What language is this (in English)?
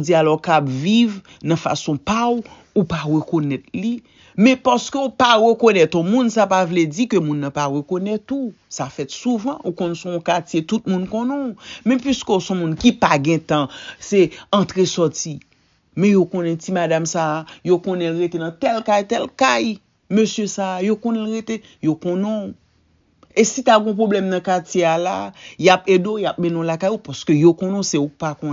Haitian Creole